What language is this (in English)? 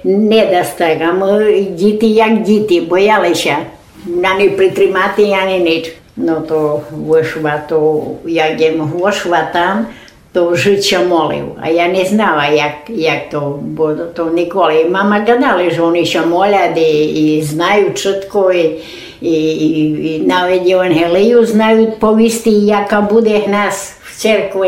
Rusyn